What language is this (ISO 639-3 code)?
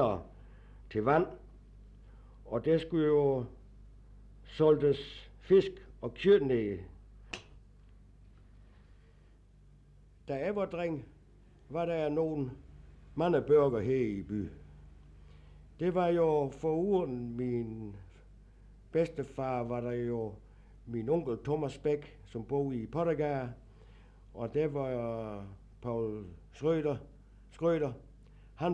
dan